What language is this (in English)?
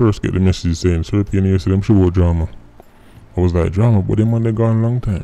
Jamaican Creole English